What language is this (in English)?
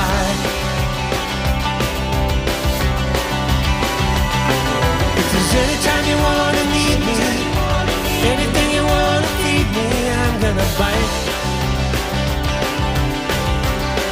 English